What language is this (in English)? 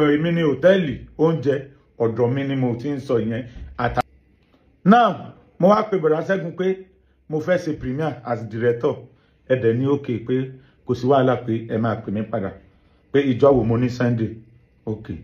Yoruba